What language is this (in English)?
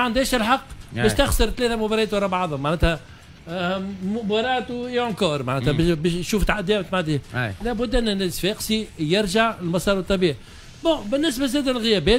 Tunisian Arabic